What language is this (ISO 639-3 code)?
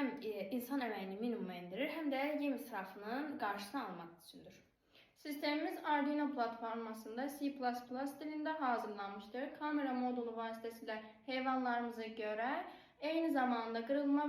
aze